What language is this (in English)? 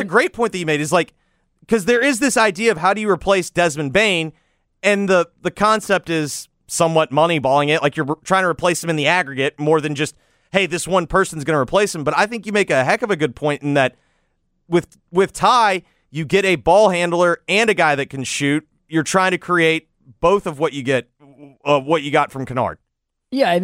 English